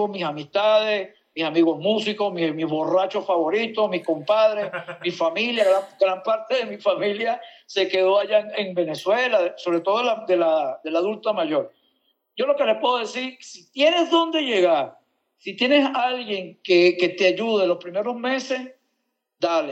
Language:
Spanish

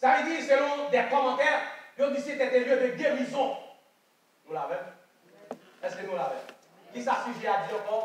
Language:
Haitian Creole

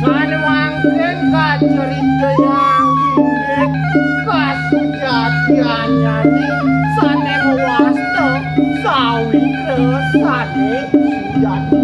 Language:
Balinese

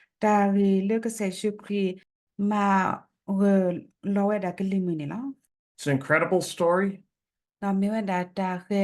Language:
S'gaw Karen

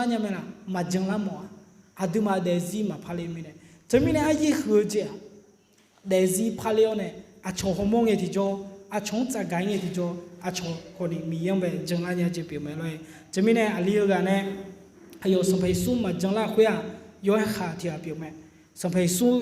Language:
Akha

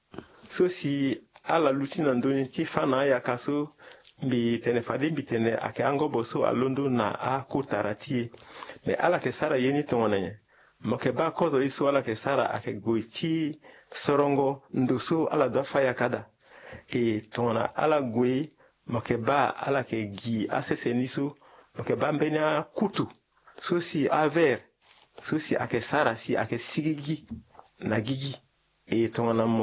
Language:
Sango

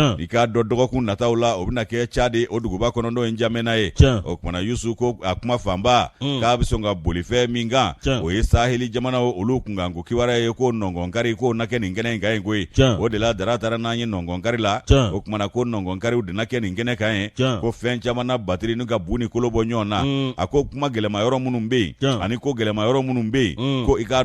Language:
Bambara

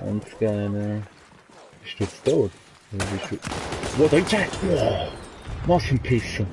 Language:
Swiss German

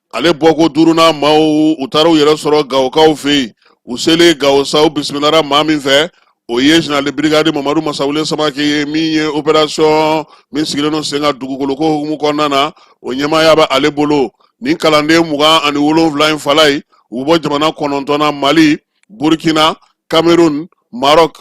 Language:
Bambara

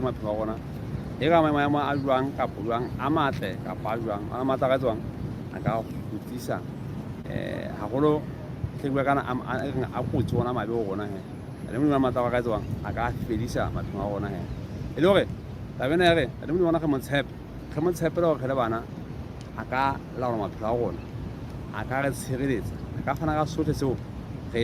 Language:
Southern Sotho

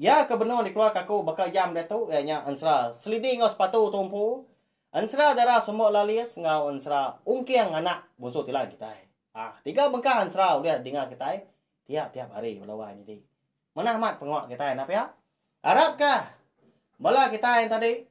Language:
Iban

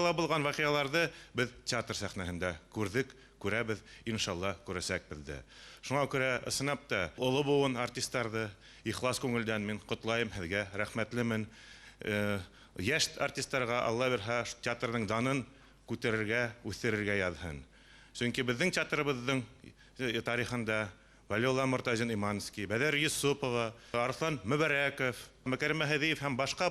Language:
Bashkir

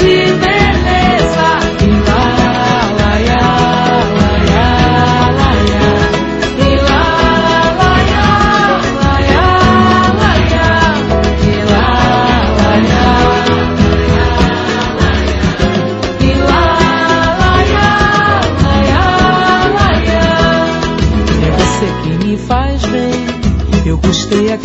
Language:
Portuguese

